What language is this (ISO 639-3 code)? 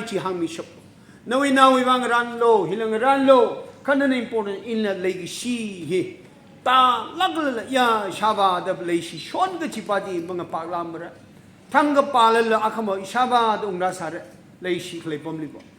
nmf